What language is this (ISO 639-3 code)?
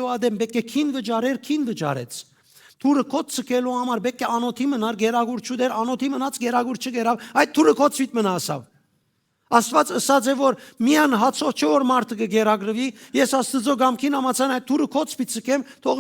hyw